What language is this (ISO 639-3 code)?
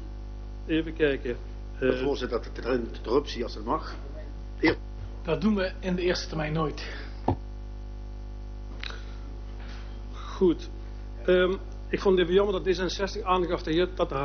nld